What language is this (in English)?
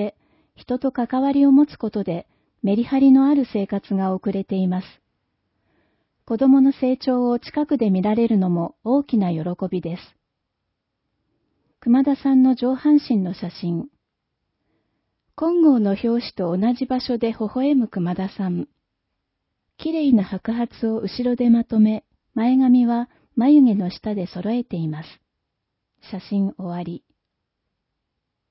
Japanese